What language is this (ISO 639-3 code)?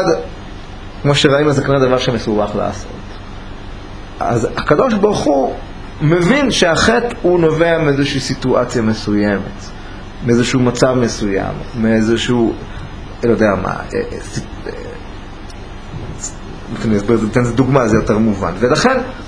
heb